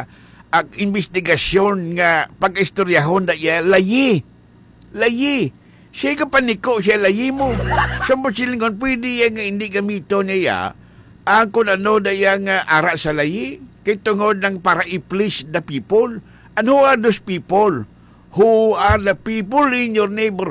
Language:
Hiligaynon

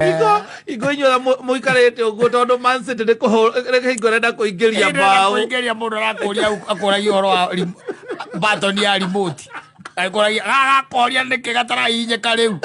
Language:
Kikuyu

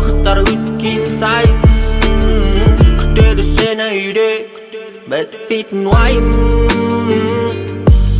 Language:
Kazakh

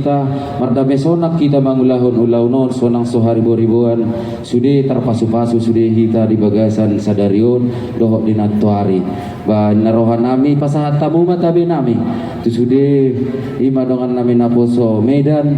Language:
Batak Toba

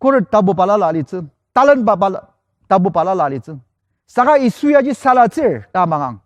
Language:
Ao Naga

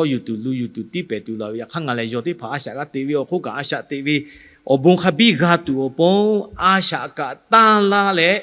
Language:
Lahu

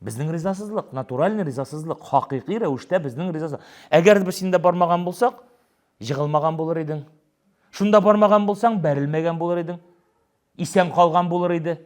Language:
Tatar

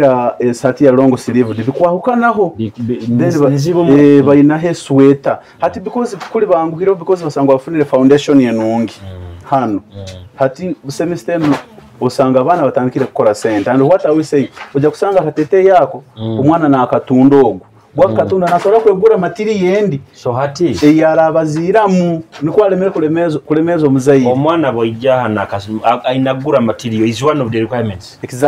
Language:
Nyoro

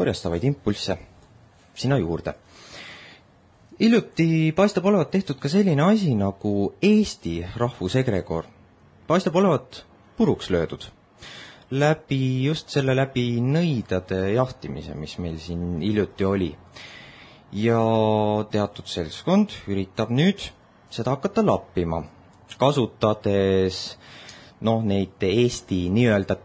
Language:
Estonian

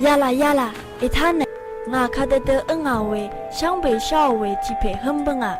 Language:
Rawang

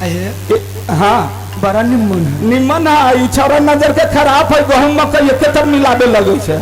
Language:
Maithili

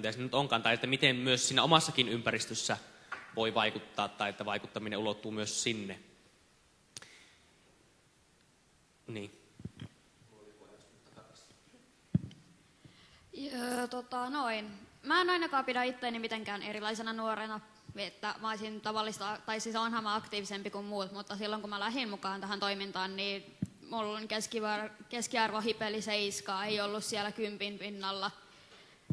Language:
Finnish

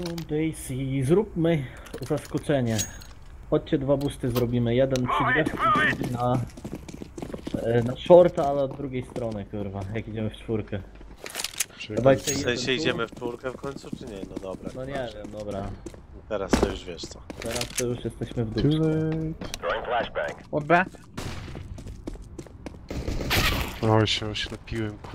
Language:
Polish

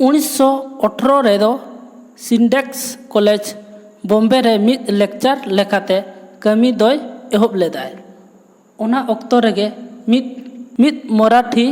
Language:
Santali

